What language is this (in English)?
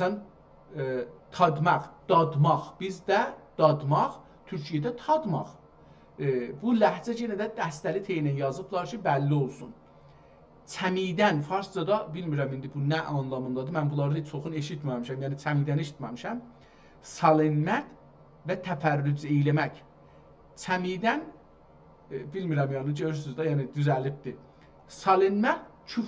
South Azerbaijani